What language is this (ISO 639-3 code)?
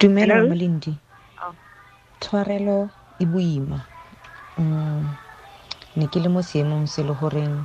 tsn